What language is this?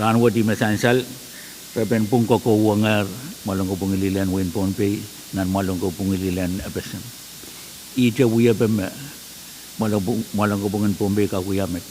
Pohnpeian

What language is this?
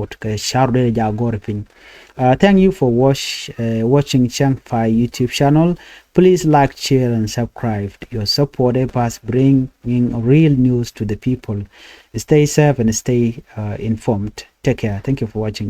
Nuer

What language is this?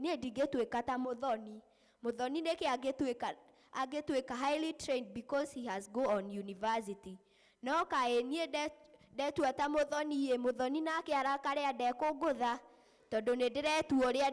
Kikuyu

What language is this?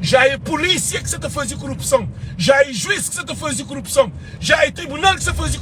Kabuverdianu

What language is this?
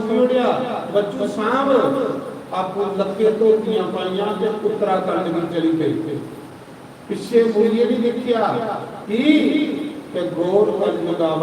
Dogri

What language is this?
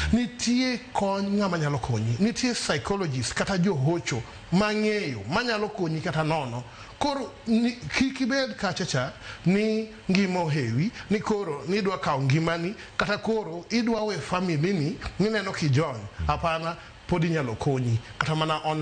Luo (Kenya and Tanzania)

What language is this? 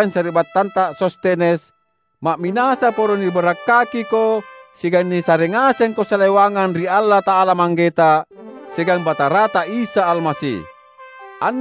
Makasar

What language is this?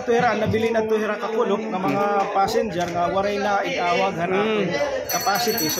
Waray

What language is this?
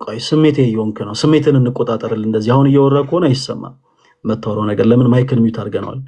Amharic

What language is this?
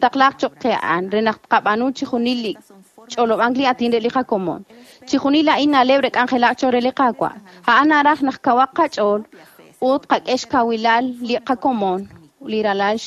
Kekchí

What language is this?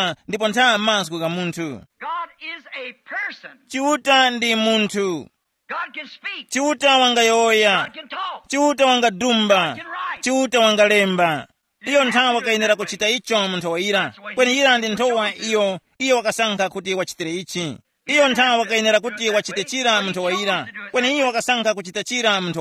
Tumbuka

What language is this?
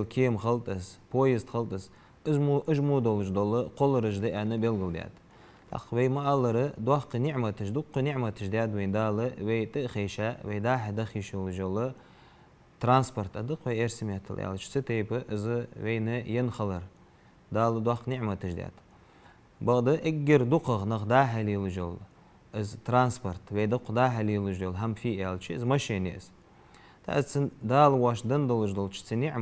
Ingush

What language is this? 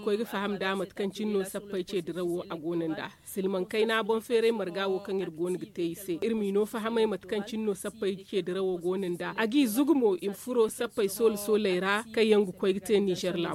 Zarma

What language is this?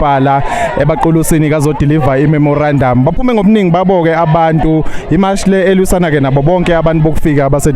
Zulu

